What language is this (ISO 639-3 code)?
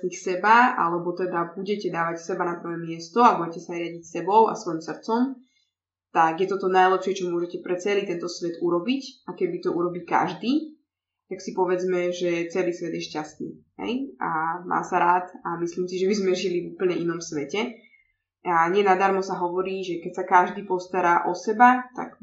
slk